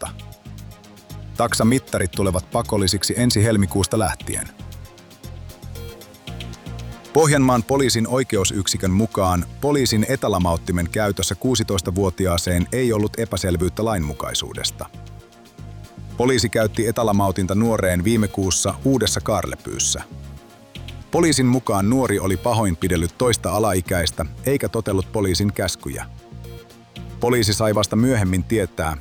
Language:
Finnish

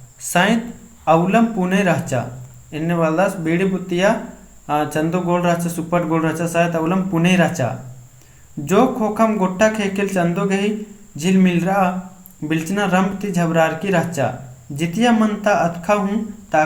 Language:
Kurukh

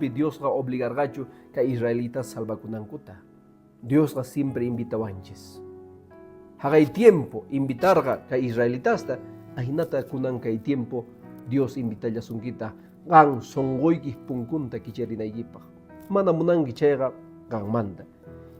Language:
Quechua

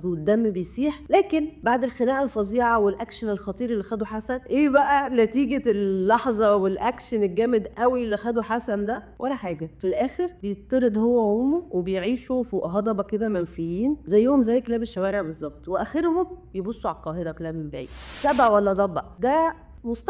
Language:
Egyptian Arabic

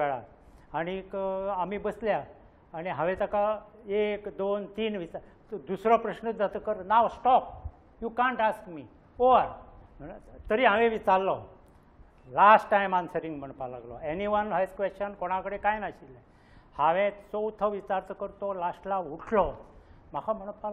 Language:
Konkani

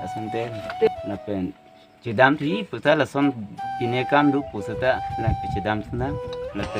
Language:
Karbi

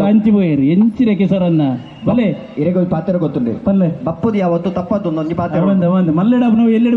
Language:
Tulu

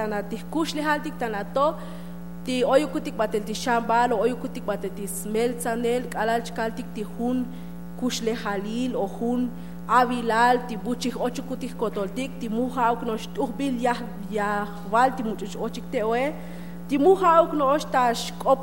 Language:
Tzotzil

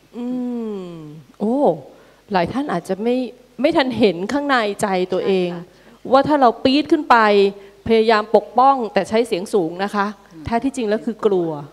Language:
Thai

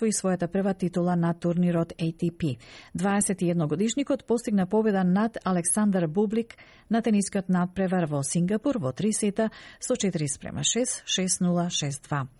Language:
Macedonian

